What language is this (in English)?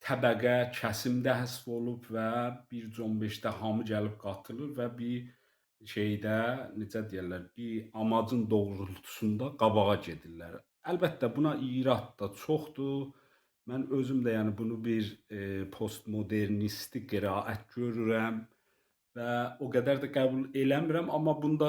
South Azerbaijani